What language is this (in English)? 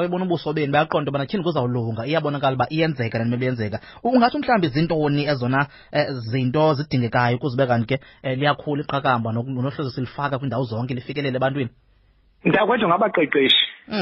Xhosa